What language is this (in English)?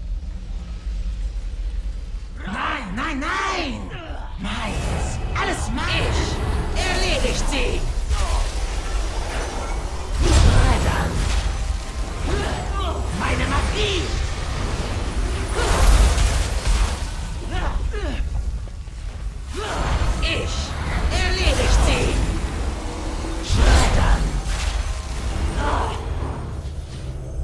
German